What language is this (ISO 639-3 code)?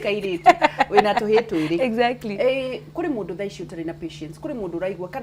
kik